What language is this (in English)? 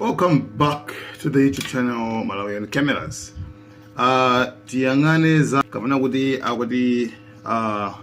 Nyanja